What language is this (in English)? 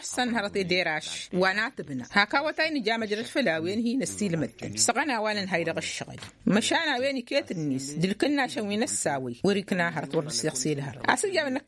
Tamasheq